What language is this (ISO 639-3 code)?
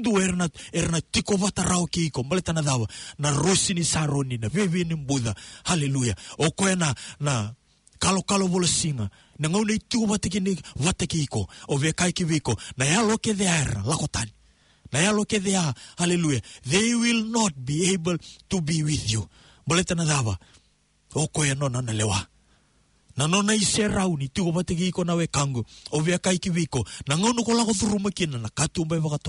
fij